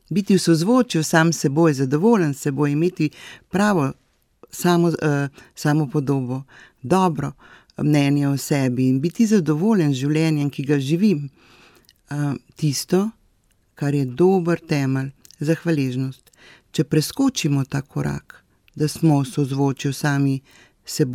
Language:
Slovenian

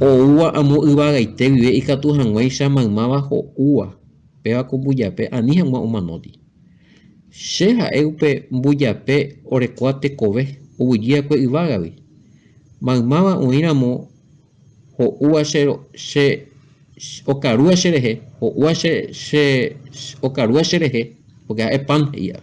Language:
Guarani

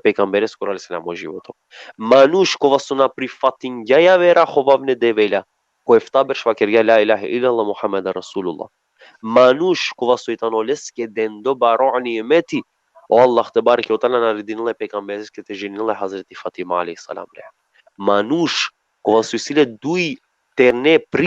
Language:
Balkan Romani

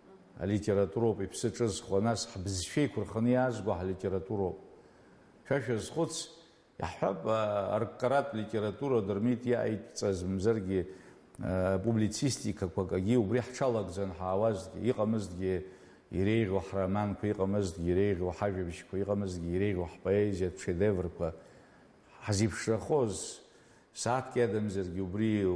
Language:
Abkhazian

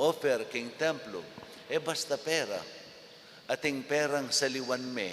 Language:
Pampanga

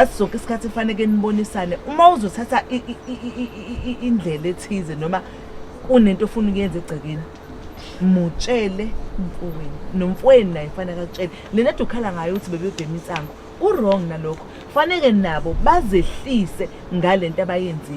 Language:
Zulu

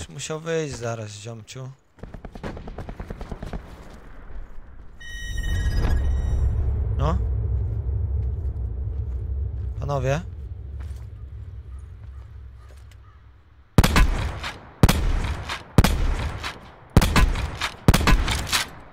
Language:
Polish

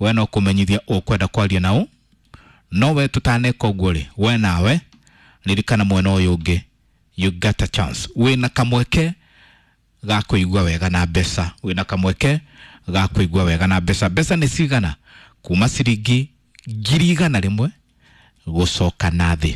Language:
Kikuyu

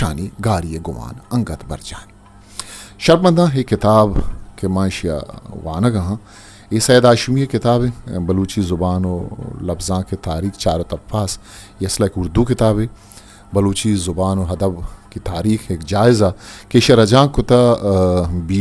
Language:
Eastern Balochi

